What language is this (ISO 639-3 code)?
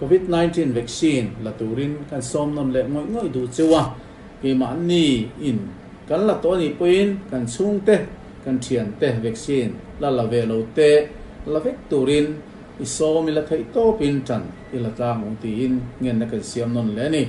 lus